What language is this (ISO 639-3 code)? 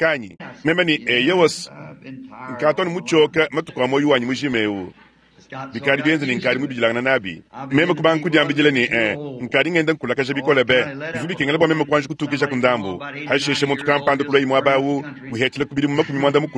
lua